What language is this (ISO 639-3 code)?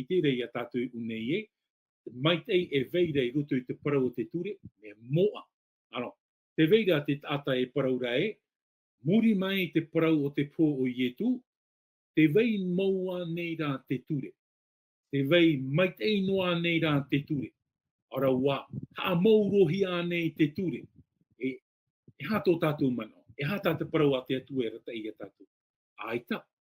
tah